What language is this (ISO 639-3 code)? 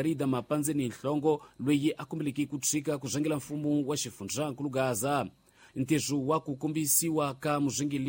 tso